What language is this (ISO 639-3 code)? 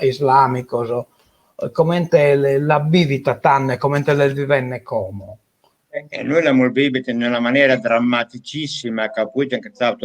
srd